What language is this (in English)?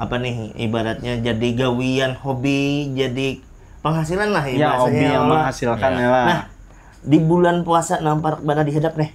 Banjar